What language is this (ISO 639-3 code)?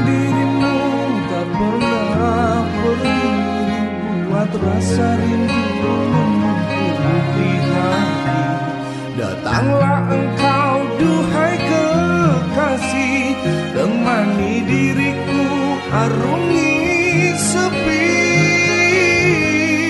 ind